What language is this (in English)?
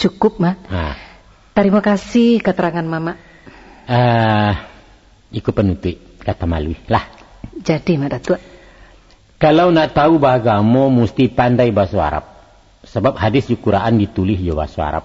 Minangkabau